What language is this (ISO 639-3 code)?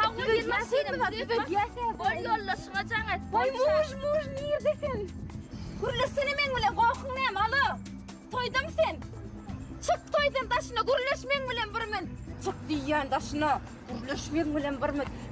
tuk